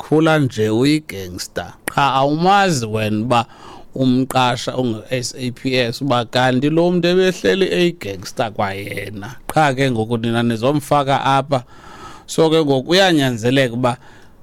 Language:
Xhosa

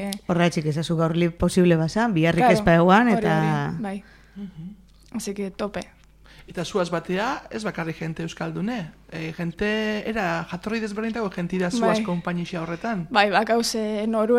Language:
Basque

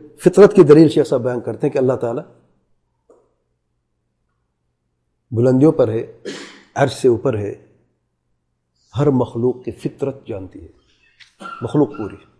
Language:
Urdu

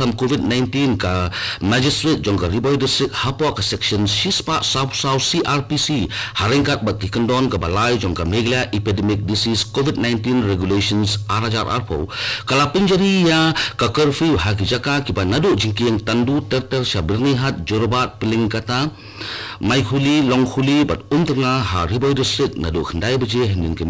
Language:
Khasi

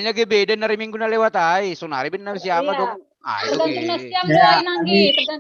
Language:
Batak Simalungun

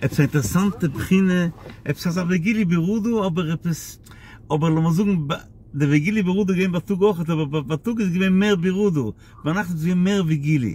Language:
Yiddish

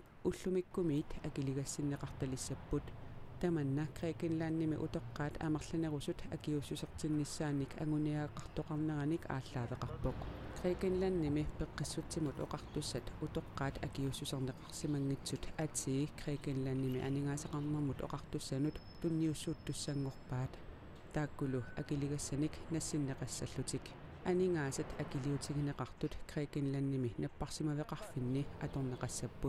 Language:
Kalaallisut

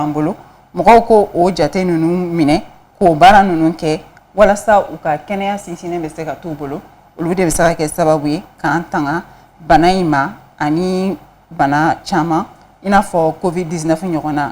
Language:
Bambara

